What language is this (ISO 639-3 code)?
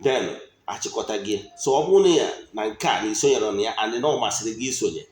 ibo